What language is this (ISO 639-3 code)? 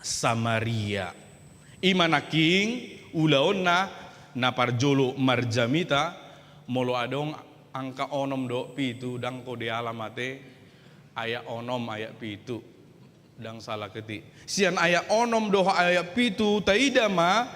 bbc